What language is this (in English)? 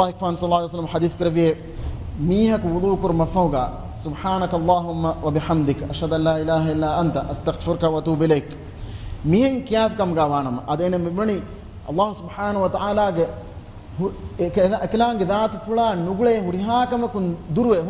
Divehi